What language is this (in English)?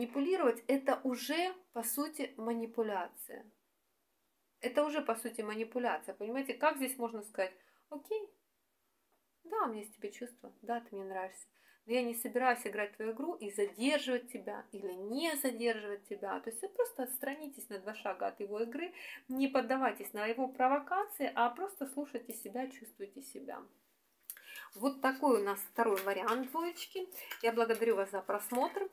Russian